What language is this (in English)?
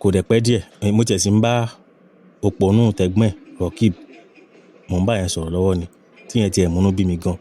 Yoruba